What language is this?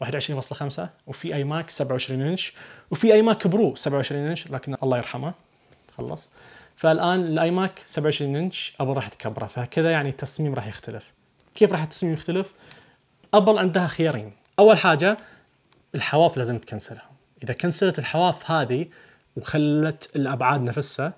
Najdi Arabic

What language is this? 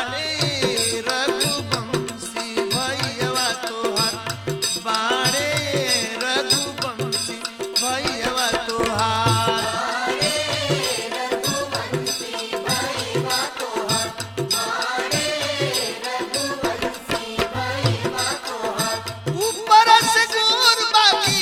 Bhojpuri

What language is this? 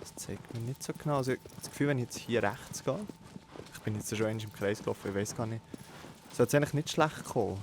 Swiss German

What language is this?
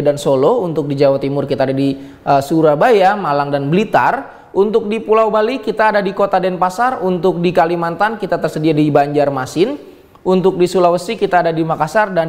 Indonesian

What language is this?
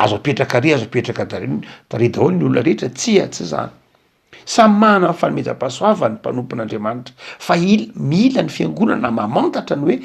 Malagasy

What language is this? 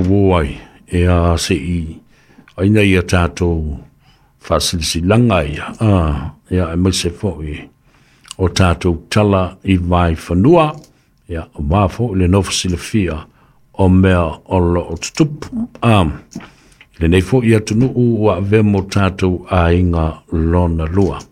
Samoan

